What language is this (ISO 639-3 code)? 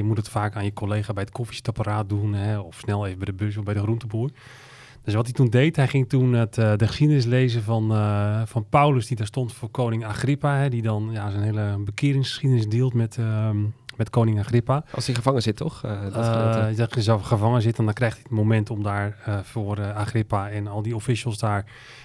nld